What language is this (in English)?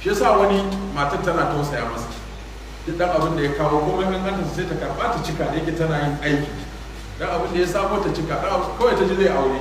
Hausa